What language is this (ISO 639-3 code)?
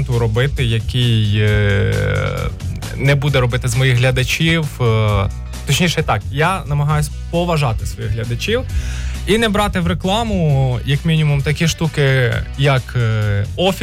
ukr